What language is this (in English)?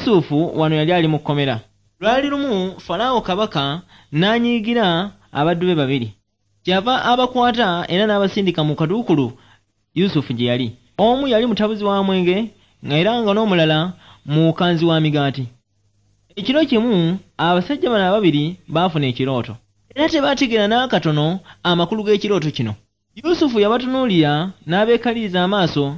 Ganda